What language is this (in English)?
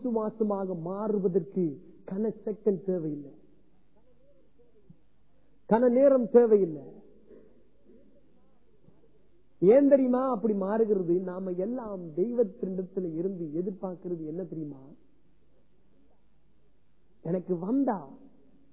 Tamil